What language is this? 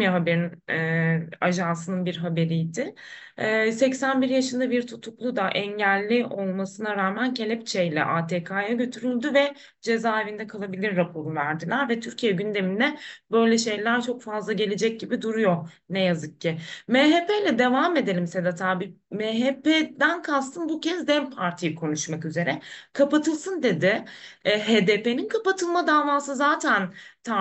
Turkish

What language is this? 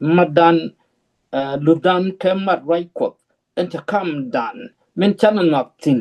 Nuer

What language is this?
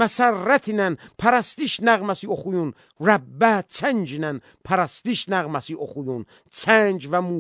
Azerbaijani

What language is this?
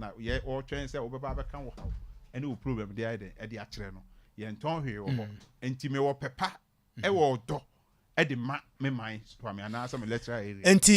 Akan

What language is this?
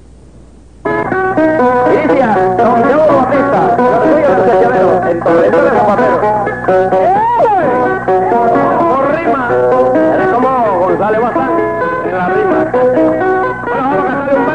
Spanish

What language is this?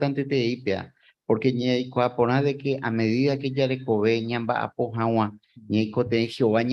Guarani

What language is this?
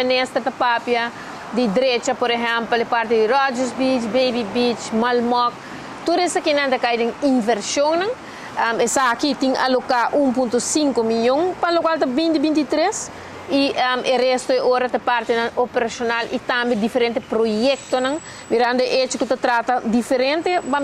Papiamento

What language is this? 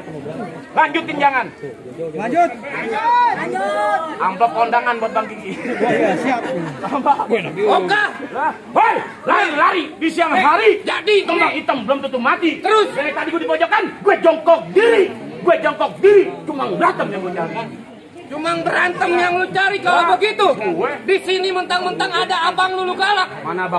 Betawi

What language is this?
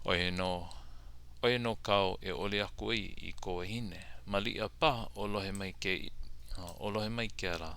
Hawaiian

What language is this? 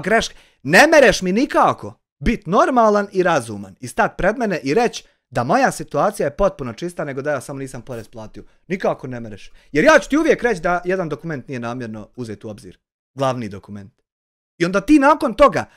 Bosnian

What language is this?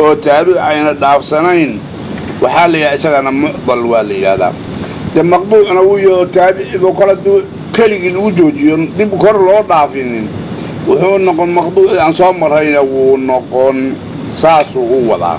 Somali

